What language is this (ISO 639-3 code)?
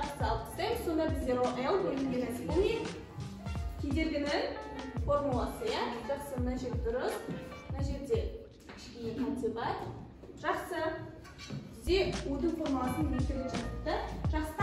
kaz